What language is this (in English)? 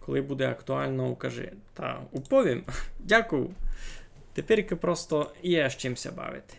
Rusyn